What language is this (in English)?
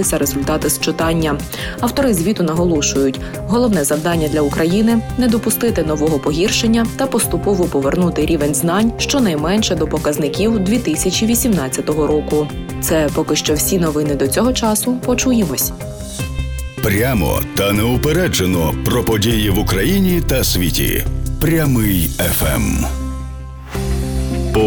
Ukrainian